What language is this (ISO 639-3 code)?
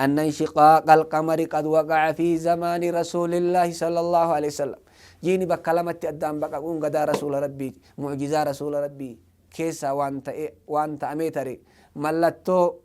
orm